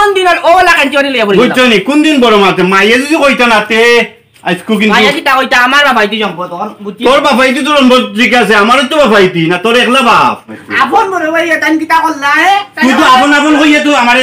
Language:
Sylheti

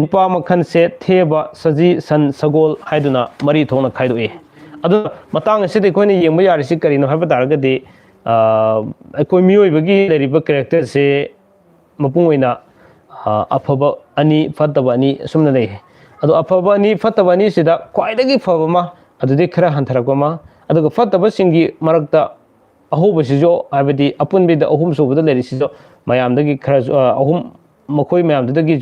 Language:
Manipuri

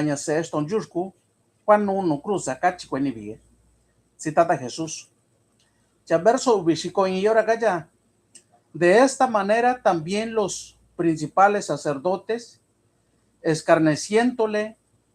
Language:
Mixtepec Mixtec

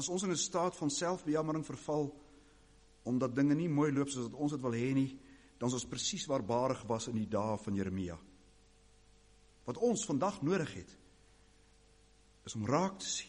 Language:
Afrikaans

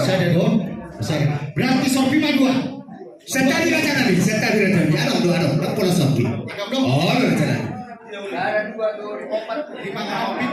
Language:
Batak Toba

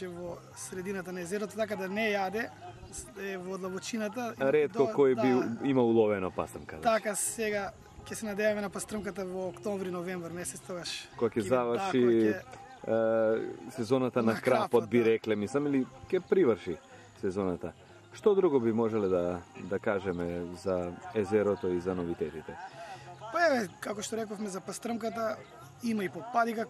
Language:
Macedonian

